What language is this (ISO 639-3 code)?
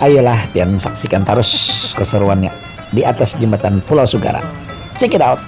bjn